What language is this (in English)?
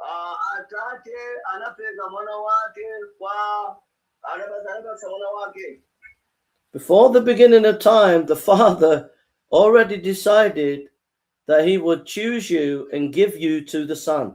Nyanja